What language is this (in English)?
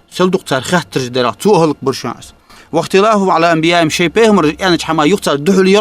Ingush